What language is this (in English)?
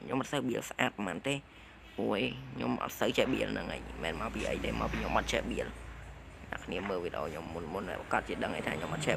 Khmer